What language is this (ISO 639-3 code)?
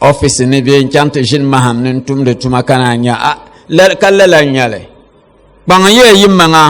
dag